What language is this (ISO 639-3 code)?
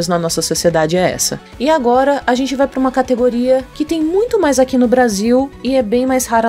por